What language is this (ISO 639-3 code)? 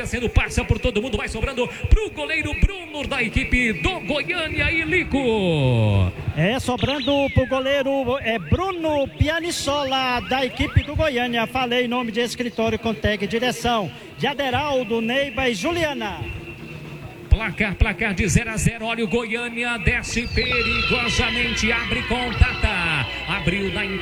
por